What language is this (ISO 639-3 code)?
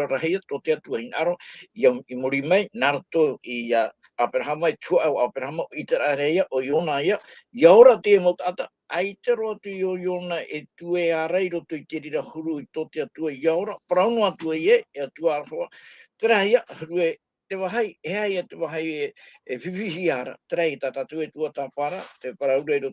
tah